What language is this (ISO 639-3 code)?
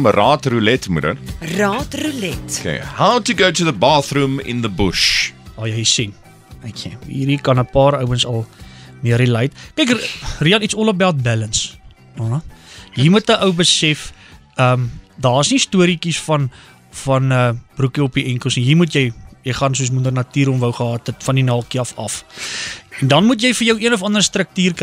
afr